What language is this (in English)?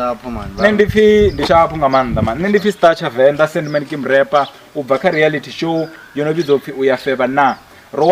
Venda